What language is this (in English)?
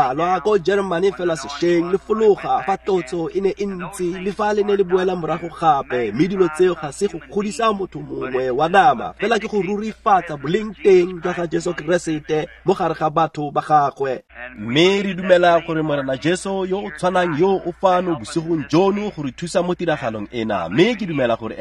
Tswana